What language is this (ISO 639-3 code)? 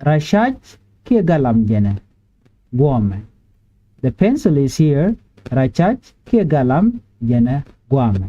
nus